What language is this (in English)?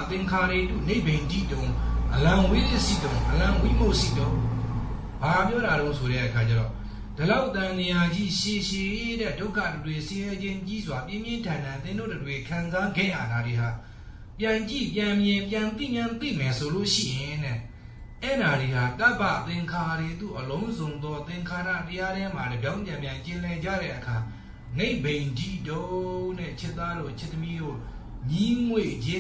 Burmese